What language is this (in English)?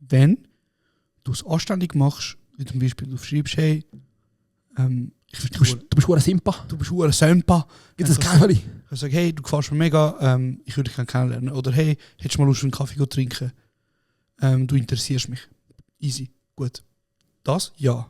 Swiss German